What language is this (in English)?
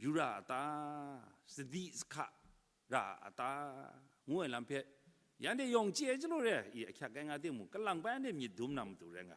Kachin